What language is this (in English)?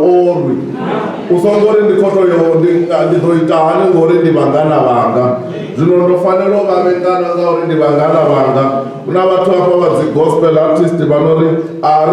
Venda